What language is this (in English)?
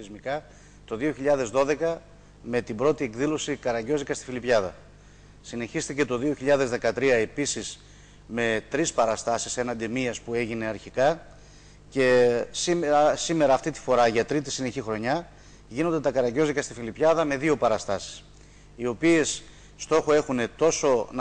Greek